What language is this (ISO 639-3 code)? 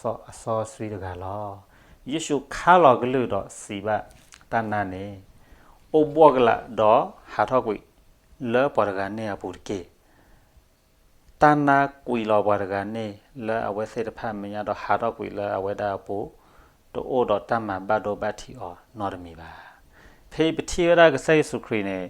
ksw